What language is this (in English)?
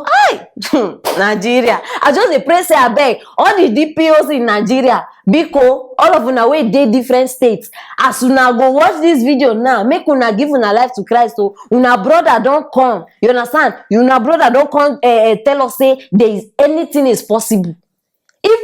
Nigerian Pidgin